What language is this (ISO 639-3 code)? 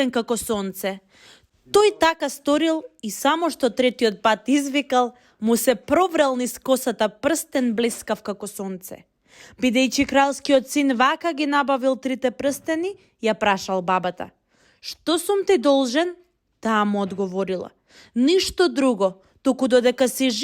mkd